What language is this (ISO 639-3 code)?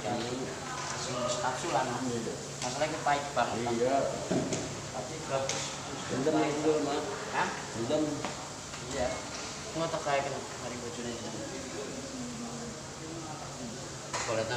ind